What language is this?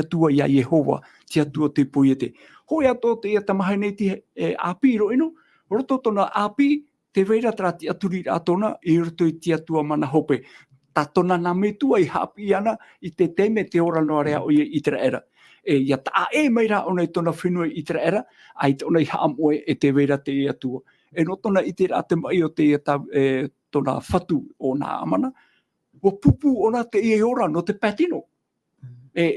Tahitian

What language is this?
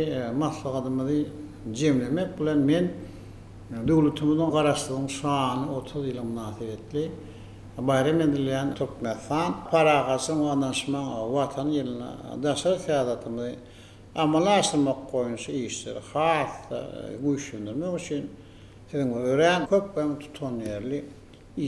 Turkmen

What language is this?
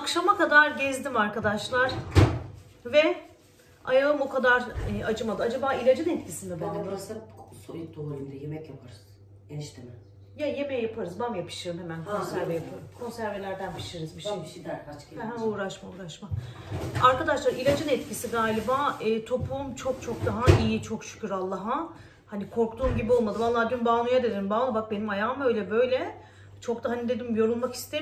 Turkish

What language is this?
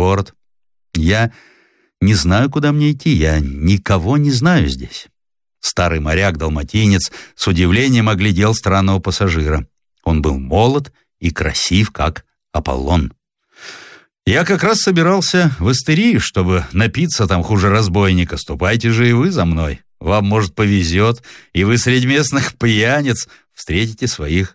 Russian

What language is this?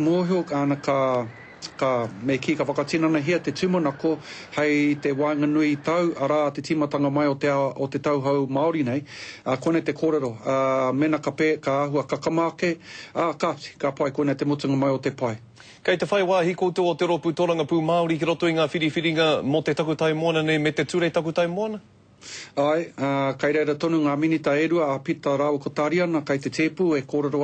Māori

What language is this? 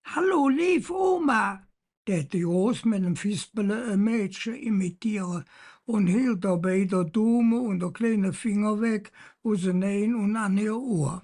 Colognian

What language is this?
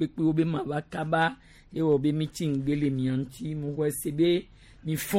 Gen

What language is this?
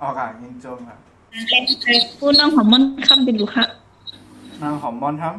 Shan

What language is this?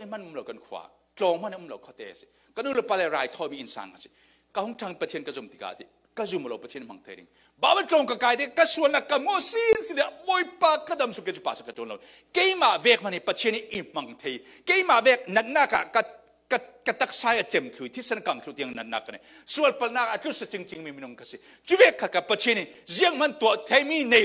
Falam Chin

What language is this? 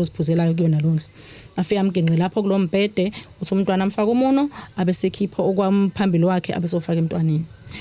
Zulu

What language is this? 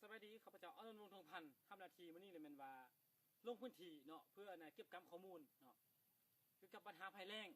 Lao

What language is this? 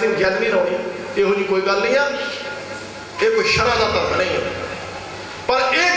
Punjabi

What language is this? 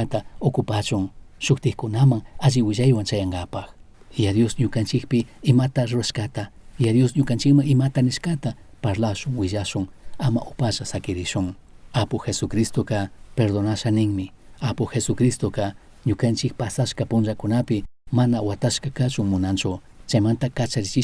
Chimborazo Highland Quichua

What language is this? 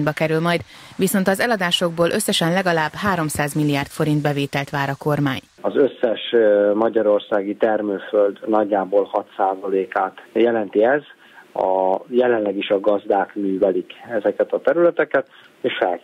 Hungarian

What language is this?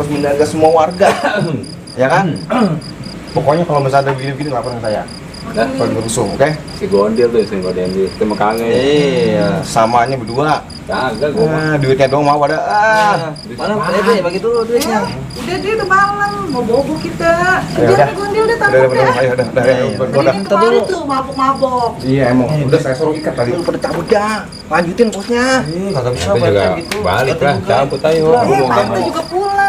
Betawi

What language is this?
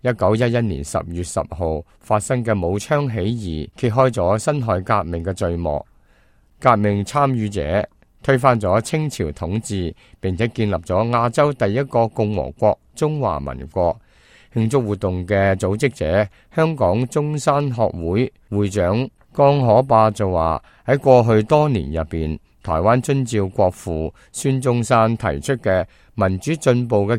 Cantonese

